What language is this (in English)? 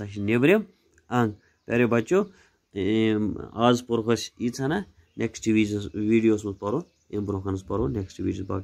Kashmiri